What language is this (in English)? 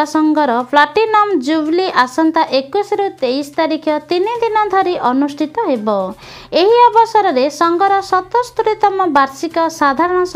Odia